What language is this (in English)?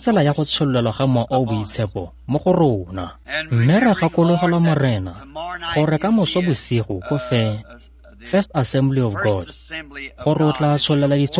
Tswana